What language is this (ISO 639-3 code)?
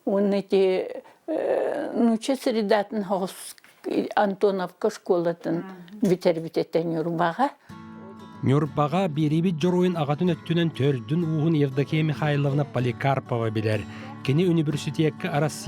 sah